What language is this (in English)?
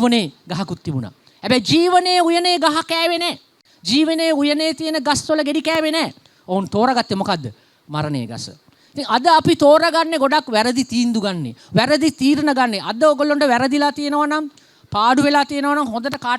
Sinhala